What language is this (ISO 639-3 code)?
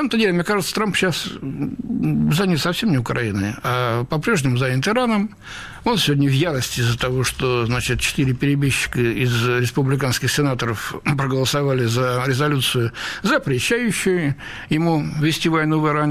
rus